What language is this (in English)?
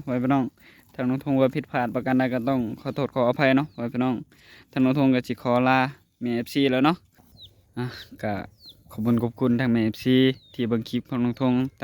Northeastern Thai